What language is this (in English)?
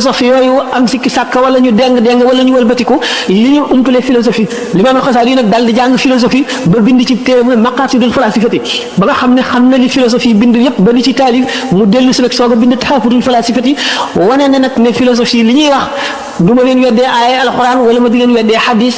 Wolof